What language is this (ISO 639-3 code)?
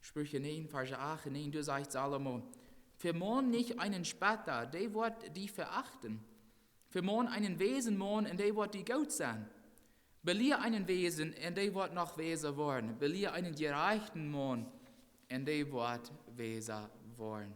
pdt